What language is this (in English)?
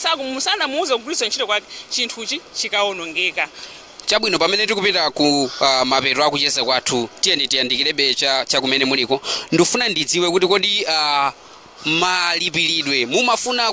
Nyanja